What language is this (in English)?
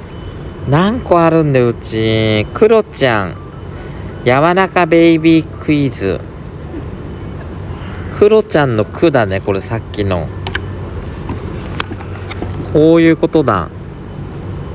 Japanese